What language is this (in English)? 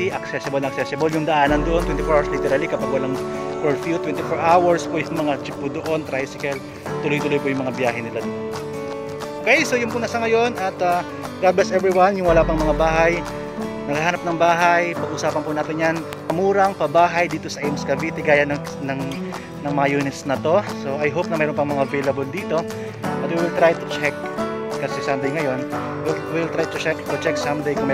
Filipino